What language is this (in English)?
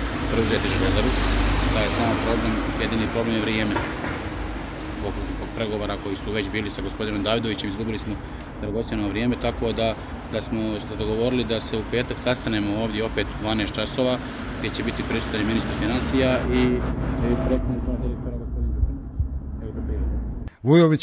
Serbian